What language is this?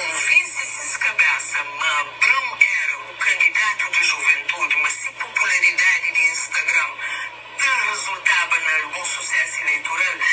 Kabuverdianu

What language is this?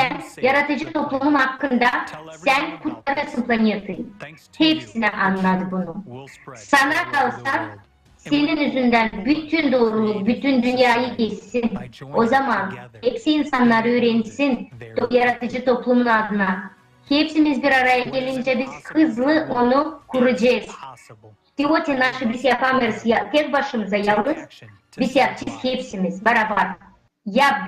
Gagauz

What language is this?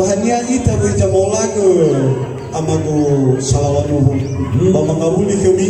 Nias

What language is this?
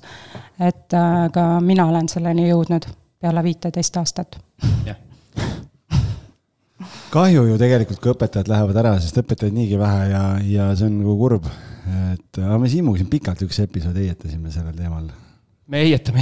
Estonian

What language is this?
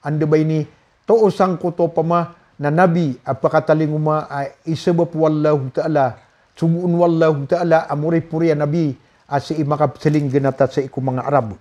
Maranao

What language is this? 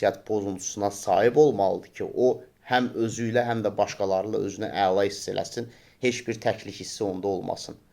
Azerbaijani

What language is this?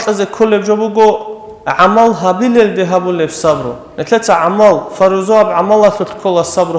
Avaric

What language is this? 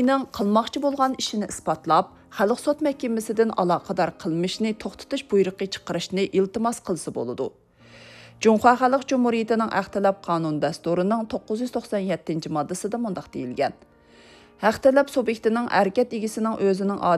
Uyghur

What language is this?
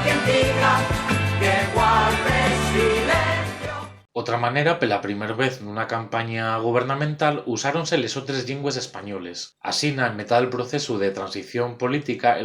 Asturian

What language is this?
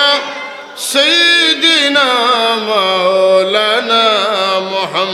Sylheti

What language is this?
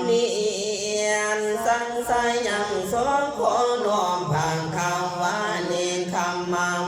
Pali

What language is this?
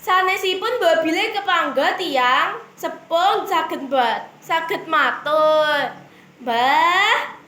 Javanese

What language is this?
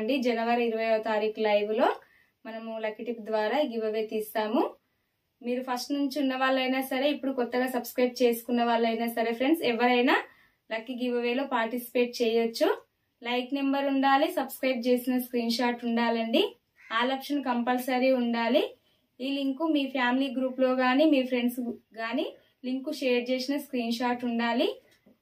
Telugu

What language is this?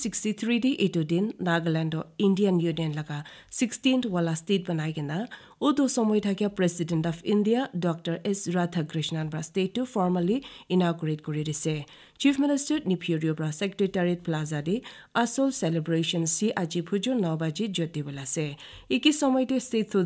Naga Pidgin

